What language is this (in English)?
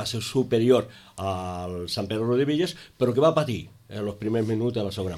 Catalan